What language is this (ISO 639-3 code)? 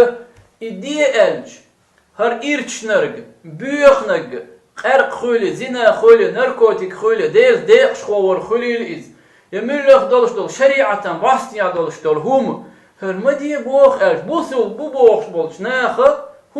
che